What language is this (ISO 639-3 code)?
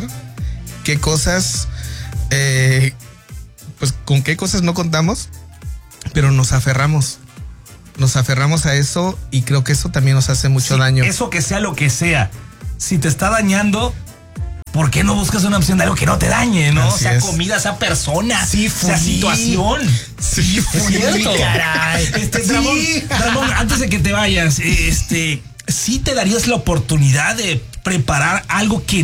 spa